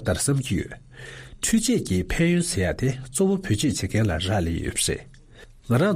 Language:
Tibetan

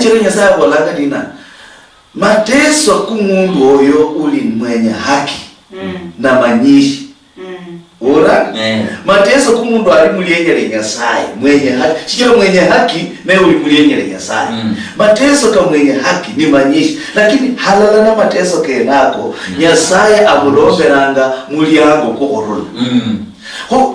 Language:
Luyia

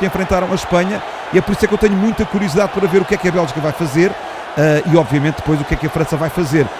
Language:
Portuguese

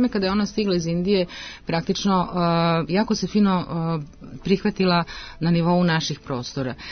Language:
Serbian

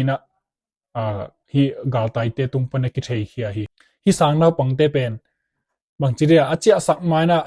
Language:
Tedim Chin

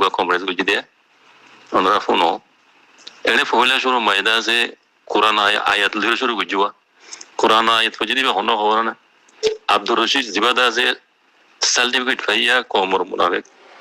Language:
Rohingya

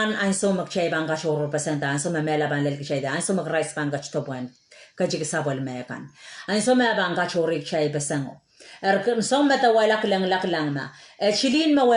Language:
Pohnpeian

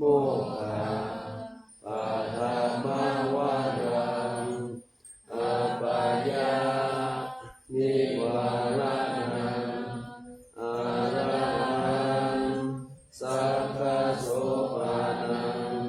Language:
Pali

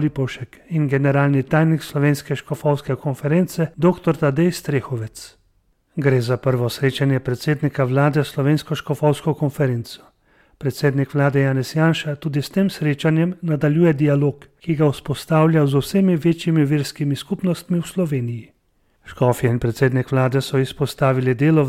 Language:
Slovenian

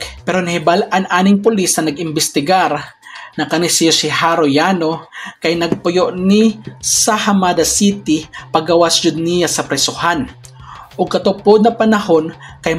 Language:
Cebuano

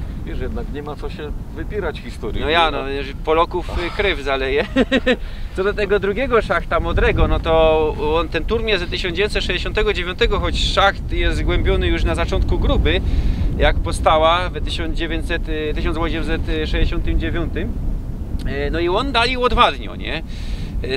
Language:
Silesian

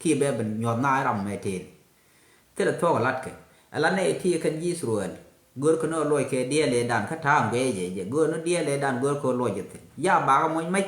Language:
Nuer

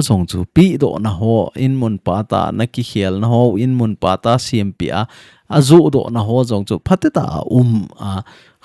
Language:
Thado Chin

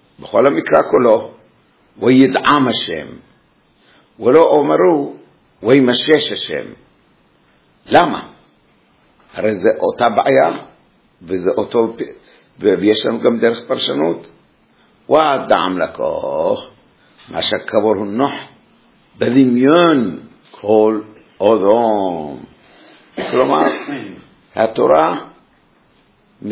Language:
Hebrew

